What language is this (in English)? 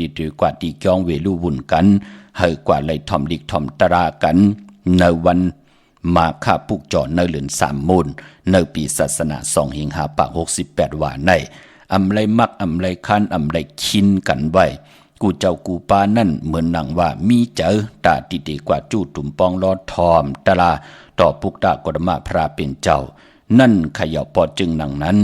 Shan